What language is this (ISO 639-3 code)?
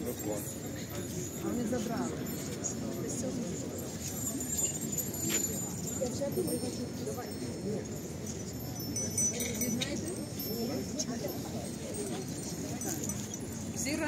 ukr